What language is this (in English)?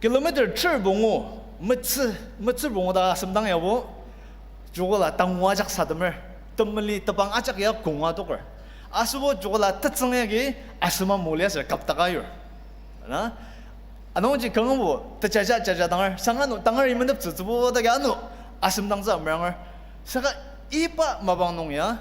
Ao Naga